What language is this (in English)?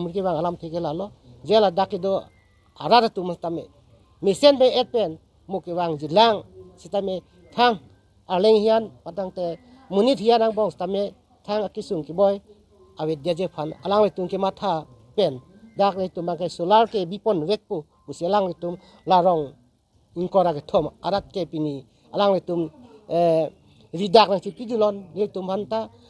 Karbi